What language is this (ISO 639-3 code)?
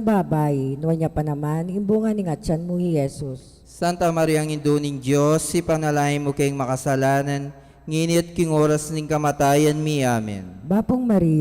pam